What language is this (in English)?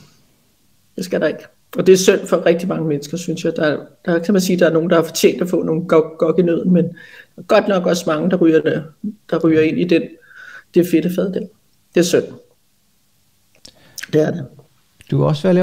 Danish